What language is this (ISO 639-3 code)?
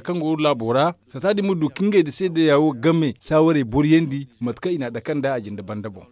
dje